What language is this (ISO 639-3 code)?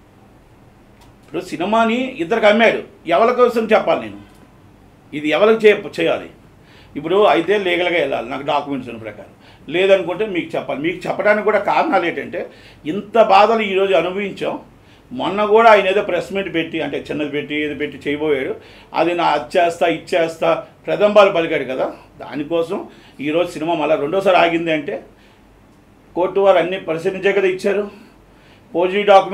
tel